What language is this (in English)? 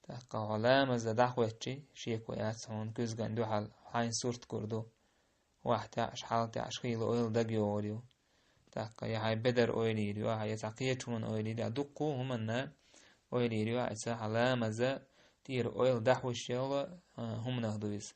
Chechen